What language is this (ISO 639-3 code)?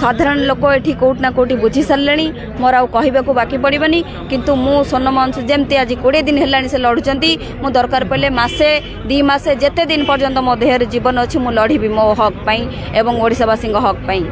ori